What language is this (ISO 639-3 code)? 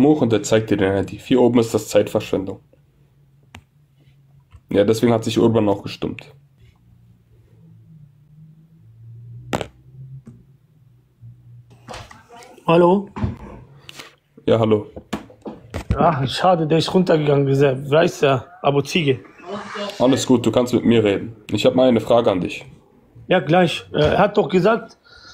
deu